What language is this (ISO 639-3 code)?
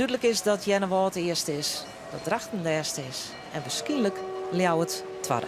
fry